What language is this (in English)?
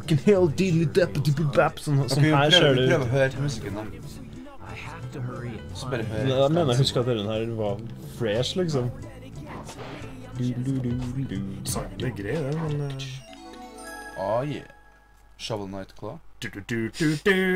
Norwegian